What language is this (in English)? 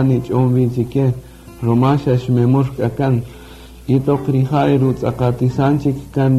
Kaqchikel